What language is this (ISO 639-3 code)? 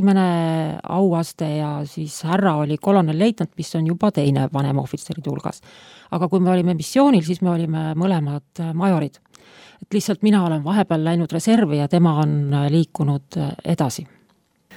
est